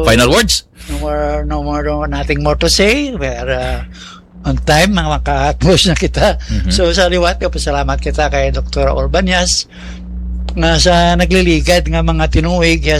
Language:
Hiligaynon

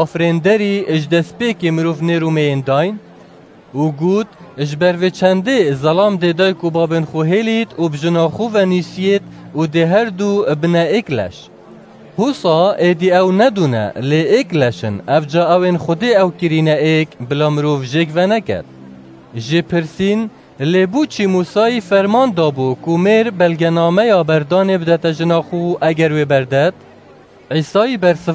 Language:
Kurdish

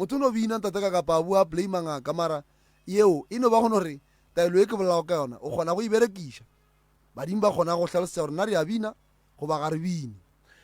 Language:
Northern Sotho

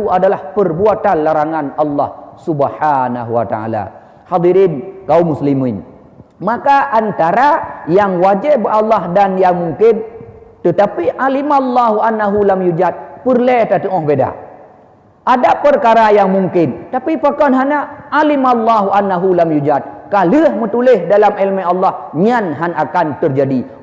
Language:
Achinese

